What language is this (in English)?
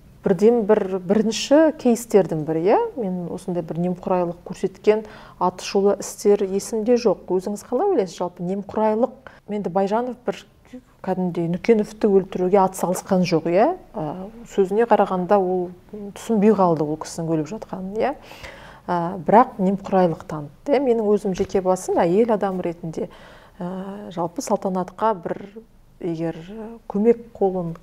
Kazakh